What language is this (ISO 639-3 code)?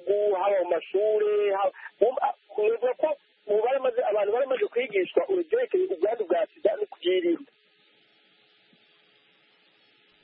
kin